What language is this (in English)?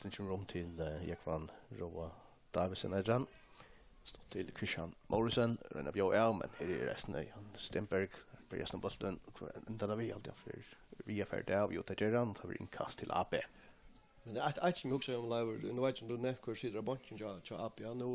Faroese